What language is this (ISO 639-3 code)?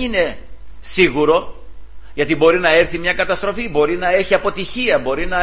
ell